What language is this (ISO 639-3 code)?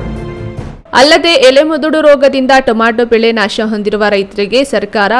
kan